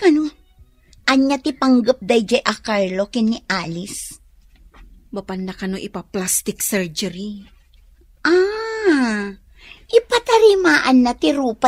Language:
Iloko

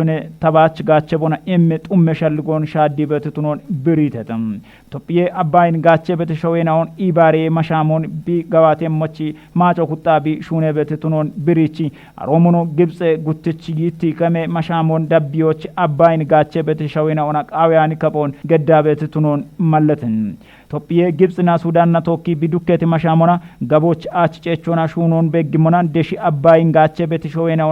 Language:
Kafa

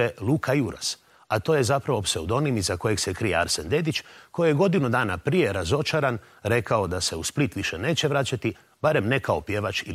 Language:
Croatian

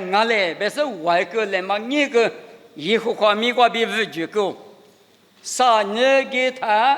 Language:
Lisu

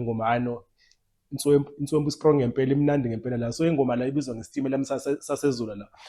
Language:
Zulu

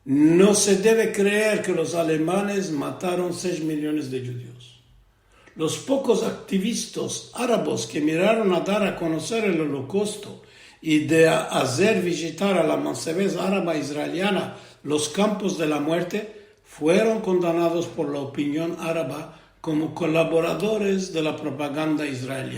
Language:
Ladino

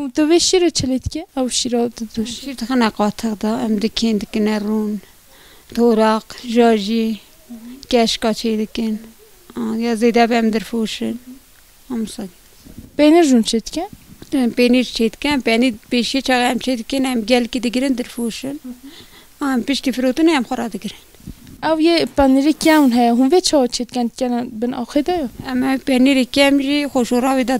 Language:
Kurdish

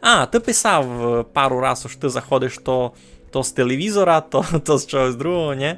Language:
Rusyn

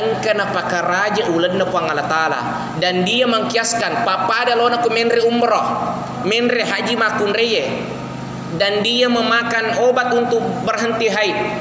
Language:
Buginese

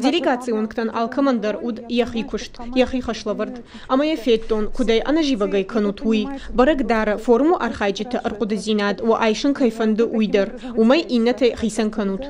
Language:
Ossetic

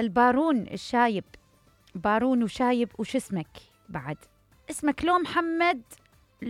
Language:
Mesopotamian Arabic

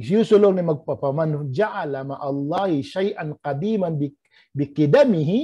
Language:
Tausug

